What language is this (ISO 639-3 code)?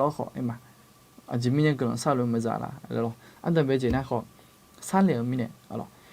ahk